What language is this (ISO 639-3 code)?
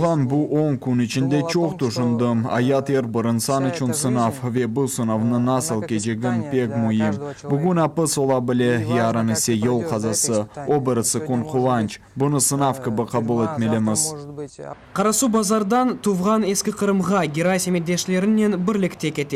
crh